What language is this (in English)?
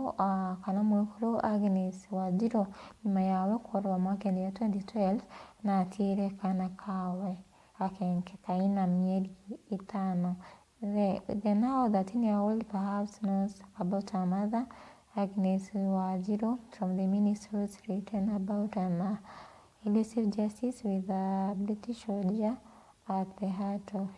Meru